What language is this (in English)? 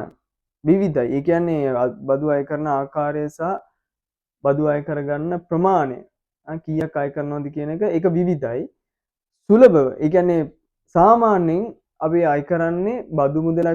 Sinhala